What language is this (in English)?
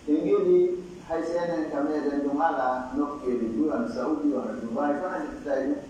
Pular